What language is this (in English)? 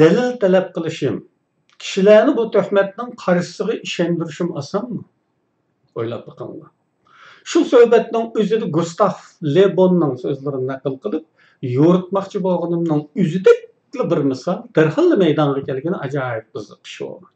Uyghur